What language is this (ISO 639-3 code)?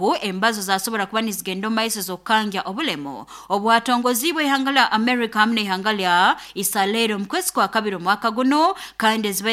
nyo